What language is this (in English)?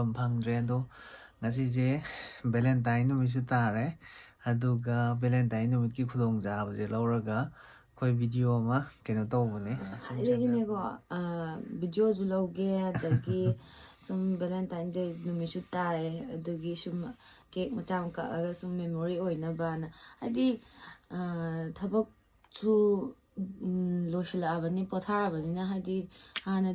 Manipuri